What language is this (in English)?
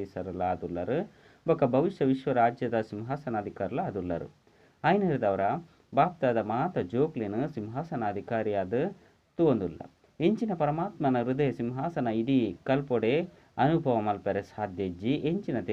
Tulu